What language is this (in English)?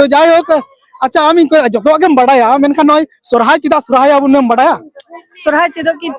Santali